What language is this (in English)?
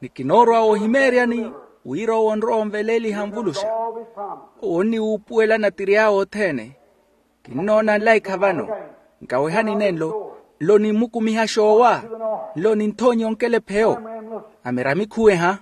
Makhuwa